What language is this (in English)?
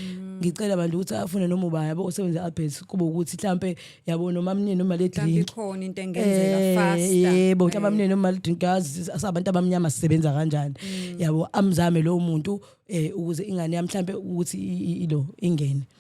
Zulu